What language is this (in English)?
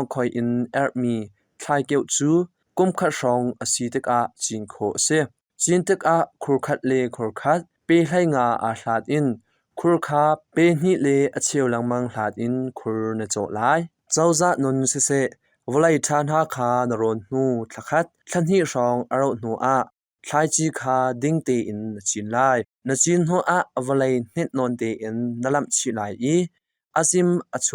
Hakha Chin